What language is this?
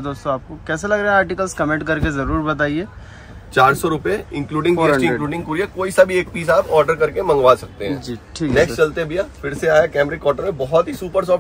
Hindi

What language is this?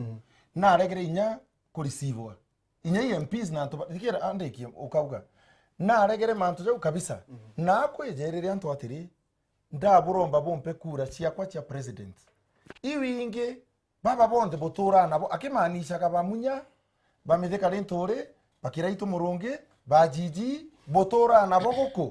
Meru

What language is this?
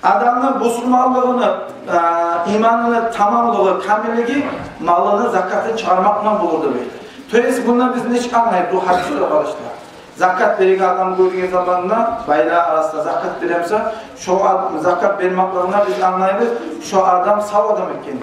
Kumyk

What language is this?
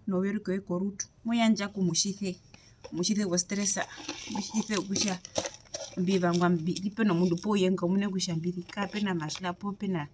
Herero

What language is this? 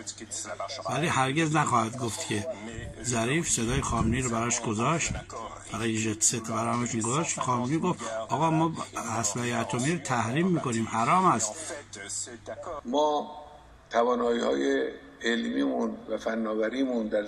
Persian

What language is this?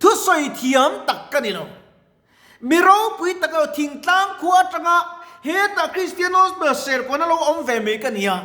Mizo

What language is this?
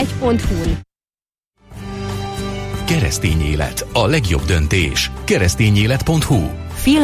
Hungarian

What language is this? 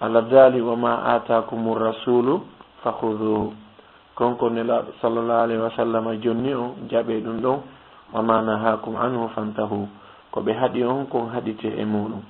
Fula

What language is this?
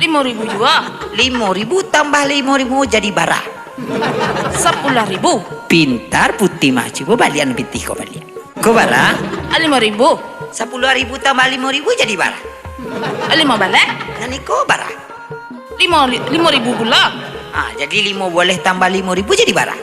Minangkabau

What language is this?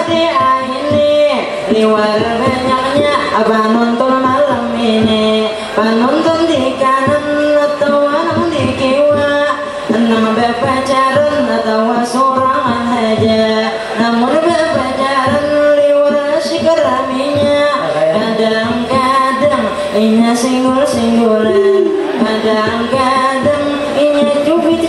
Banjar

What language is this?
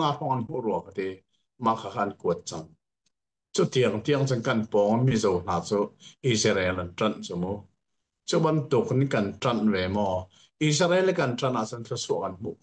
Hakha Chin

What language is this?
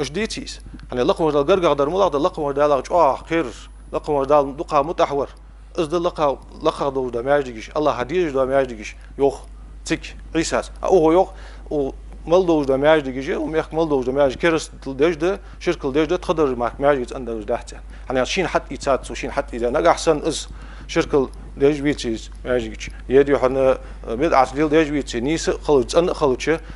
Ingush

